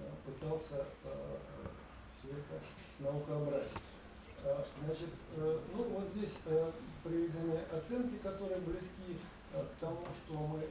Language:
Russian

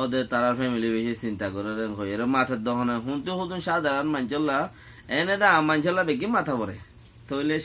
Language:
Rohingya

